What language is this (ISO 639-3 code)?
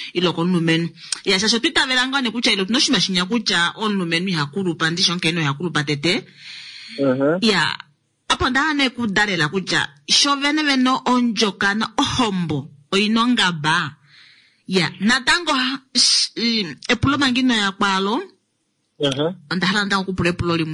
kua